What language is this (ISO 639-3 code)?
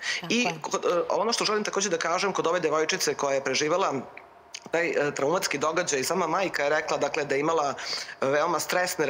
srp